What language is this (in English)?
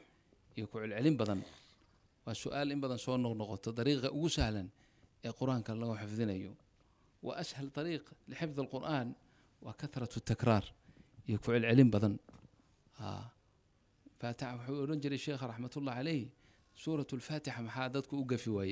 Somali